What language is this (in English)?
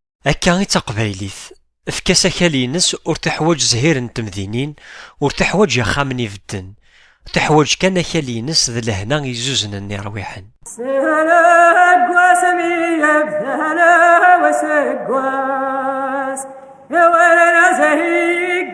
Kabyle